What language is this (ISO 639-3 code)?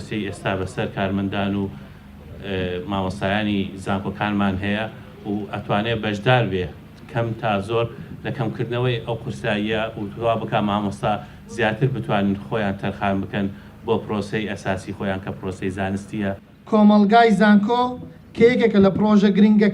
ckb